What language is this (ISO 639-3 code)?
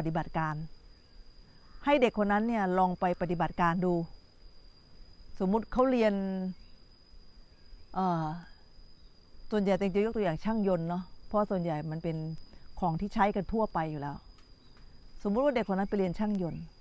tha